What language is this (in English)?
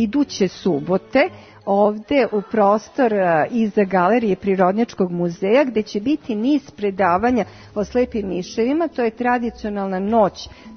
Serbian